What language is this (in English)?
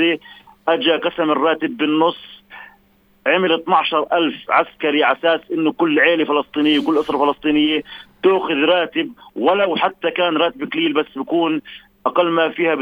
North Levantine Arabic